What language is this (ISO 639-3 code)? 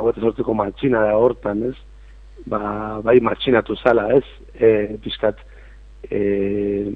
eus